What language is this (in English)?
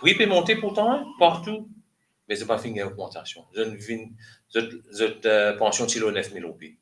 Morisyen